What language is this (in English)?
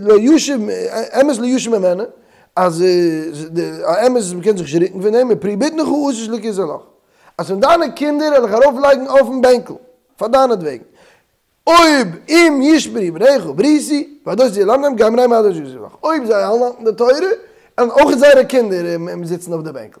Yiddish